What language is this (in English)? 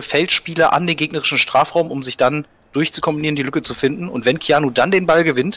German